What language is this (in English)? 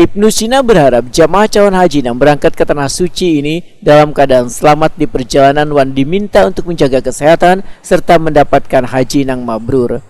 Banjar